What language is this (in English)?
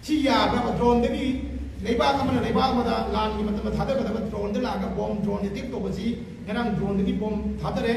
Manipuri